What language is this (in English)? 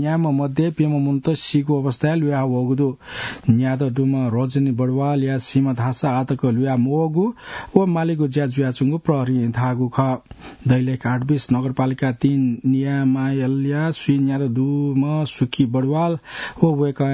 Newari